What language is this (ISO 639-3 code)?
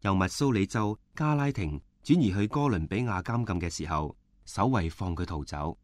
yue